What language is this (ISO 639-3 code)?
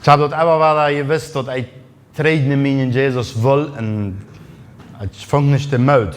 pdt